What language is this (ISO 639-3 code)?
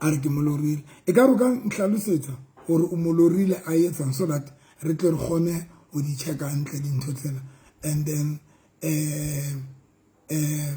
sot